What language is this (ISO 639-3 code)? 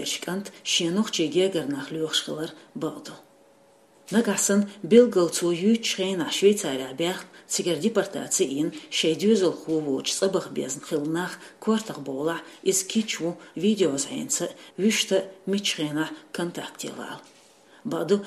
che